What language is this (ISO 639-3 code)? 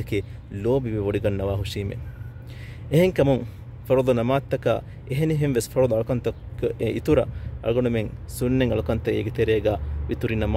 div